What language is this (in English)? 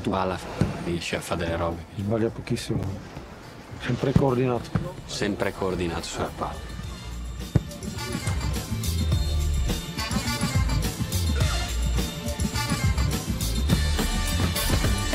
Italian